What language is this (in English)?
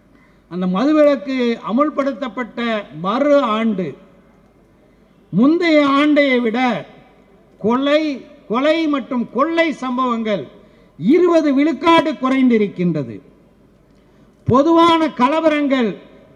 Tamil